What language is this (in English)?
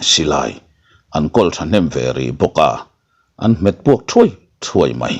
Mizo